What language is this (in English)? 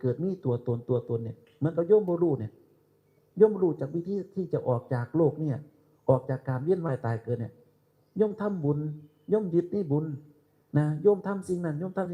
Northeastern Thai